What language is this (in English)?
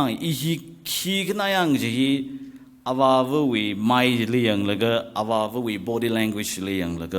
Tangkhul Naga (India)